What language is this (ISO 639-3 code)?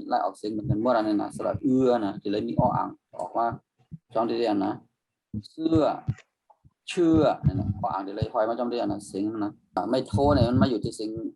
shn